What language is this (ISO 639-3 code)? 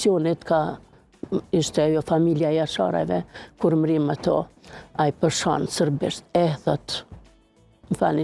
sqi